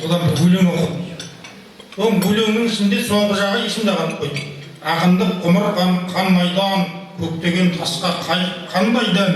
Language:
Kazakh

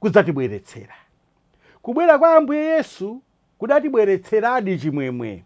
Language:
Nyanja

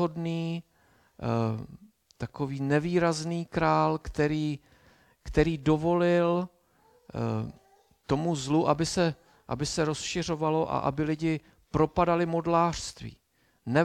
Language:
Czech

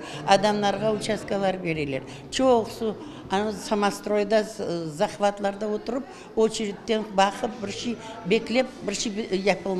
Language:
Kazakh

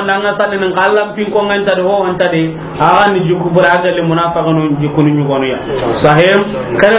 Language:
Soninke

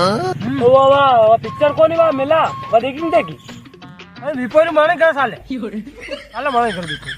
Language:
Rajasthani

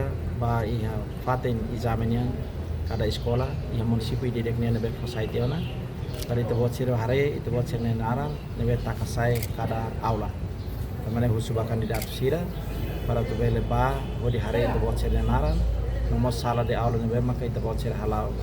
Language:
Tetum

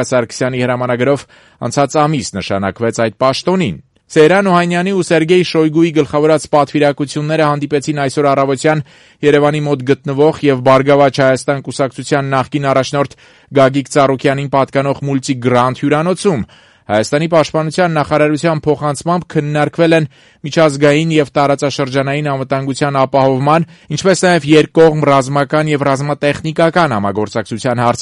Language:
Armenian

